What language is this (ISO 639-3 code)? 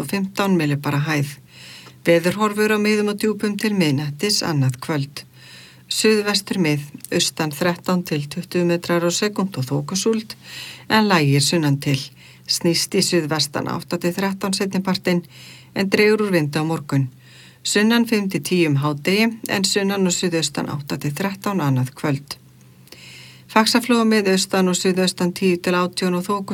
isl